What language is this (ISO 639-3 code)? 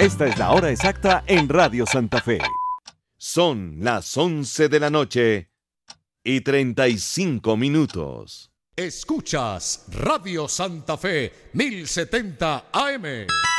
spa